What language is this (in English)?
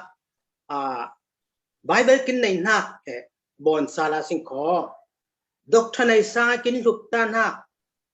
Falam Chin